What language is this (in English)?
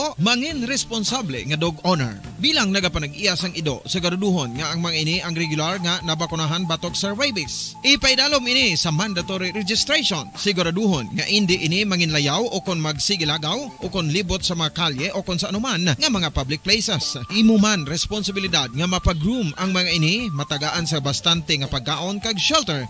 Hiligaynon